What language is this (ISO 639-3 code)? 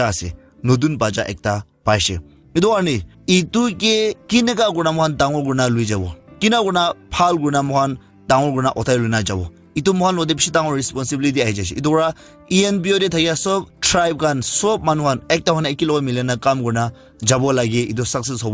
nag